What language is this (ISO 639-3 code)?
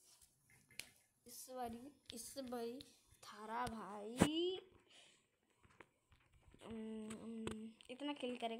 hin